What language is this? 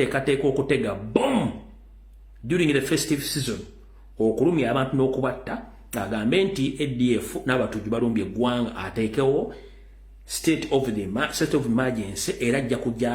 Ganda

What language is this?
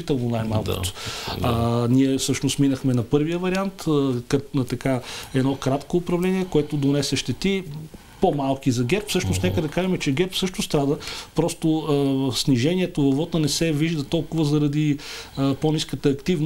Bulgarian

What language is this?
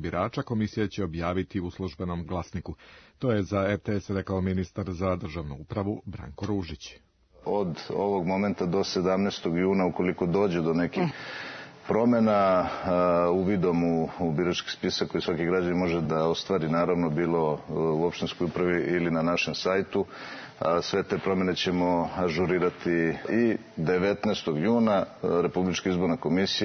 Serbian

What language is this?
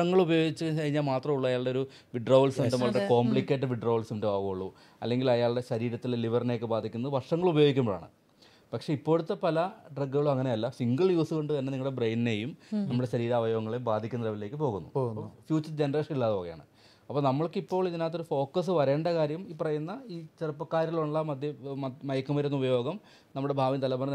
Malayalam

